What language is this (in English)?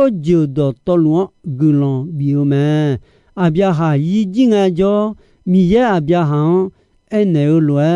Akha